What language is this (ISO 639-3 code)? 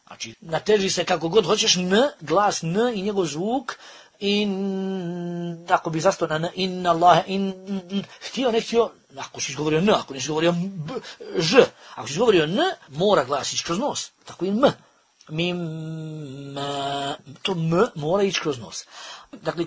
bos